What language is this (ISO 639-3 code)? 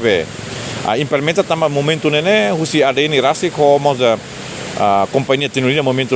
tet